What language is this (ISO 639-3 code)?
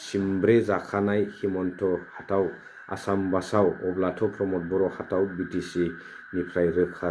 brx